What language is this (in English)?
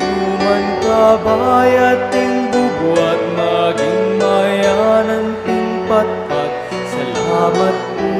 Pampanga